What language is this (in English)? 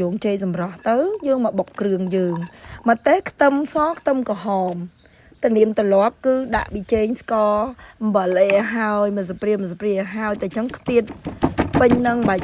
Khmer